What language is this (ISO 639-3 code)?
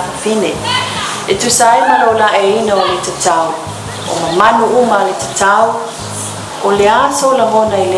smo